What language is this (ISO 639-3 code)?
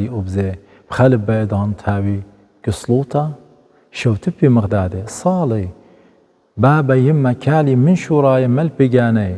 aii